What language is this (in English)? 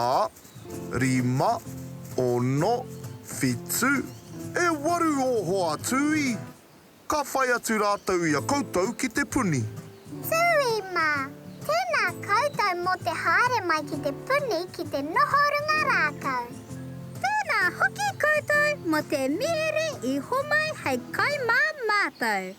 Māori